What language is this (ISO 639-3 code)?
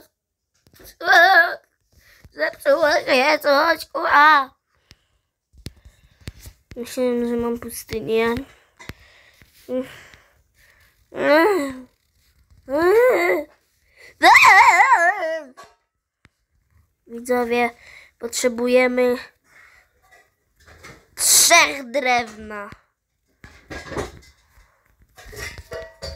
pol